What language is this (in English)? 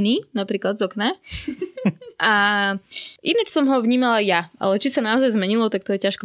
Slovak